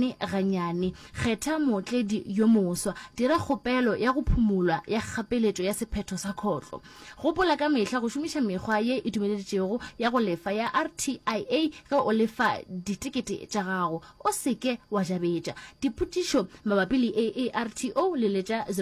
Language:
Northern Sotho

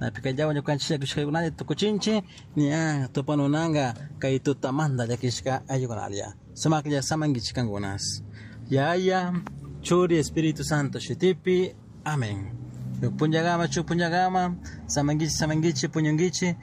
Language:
Chimborazo Highland Quichua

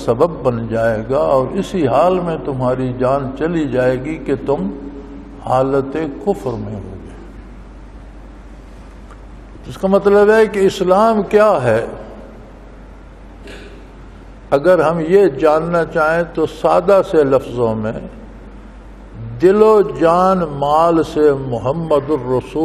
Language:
Urdu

